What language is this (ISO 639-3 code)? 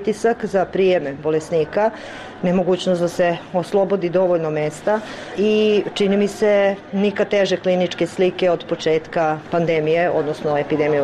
srp